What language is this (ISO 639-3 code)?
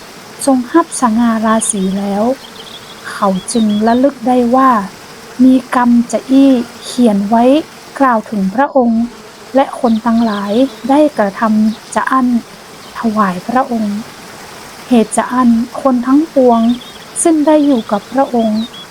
nod